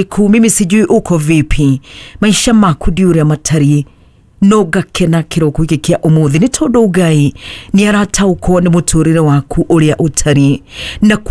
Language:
Kikuyu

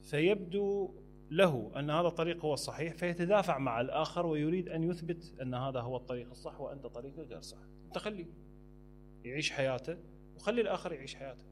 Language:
Mesopotamian Arabic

